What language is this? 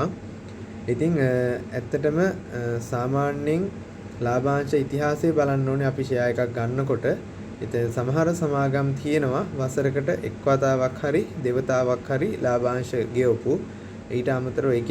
Sinhala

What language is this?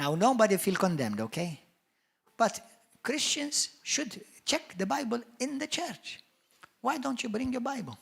English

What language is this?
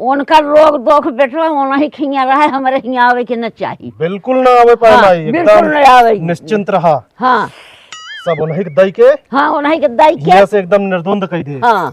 Awadhi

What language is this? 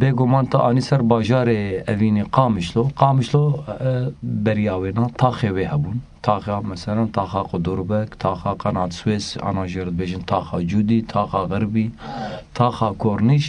Kurdish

